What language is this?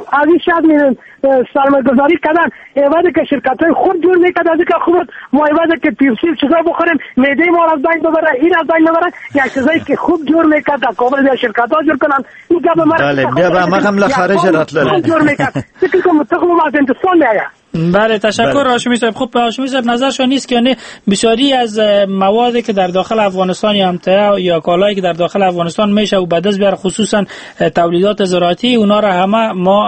Persian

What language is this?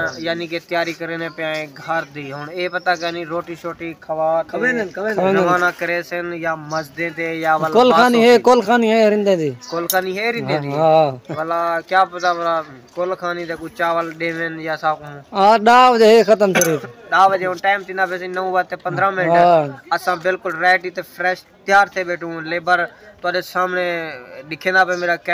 Saraiki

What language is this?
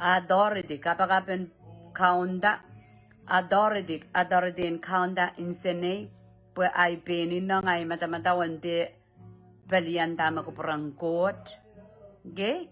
Pohnpeian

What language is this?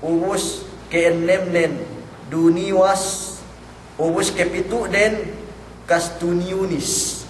Yakan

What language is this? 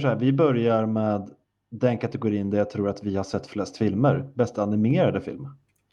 Swedish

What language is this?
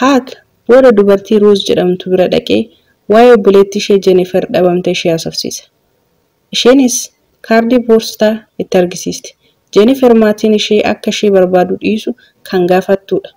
Oromo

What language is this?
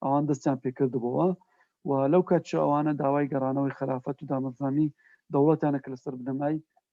Central Kurdish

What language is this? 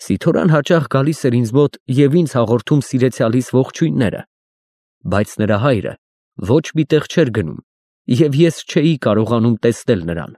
Armenian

